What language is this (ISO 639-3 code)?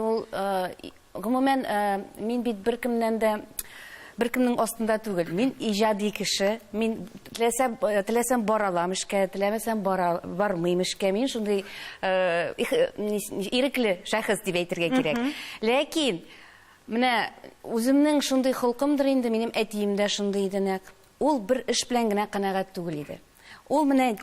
tat